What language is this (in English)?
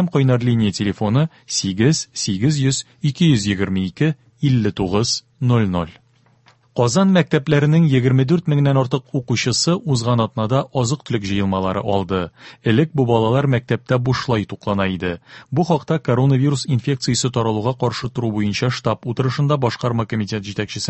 Tatar